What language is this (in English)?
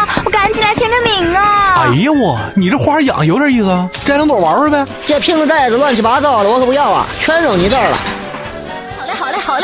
Chinese